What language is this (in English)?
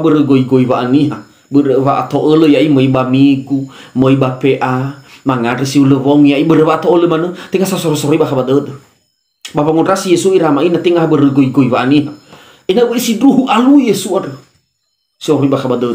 Nias